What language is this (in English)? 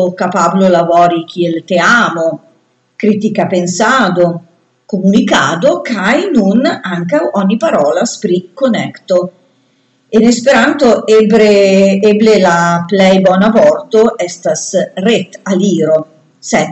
Esperanto